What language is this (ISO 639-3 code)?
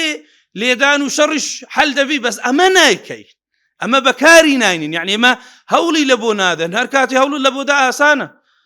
ckb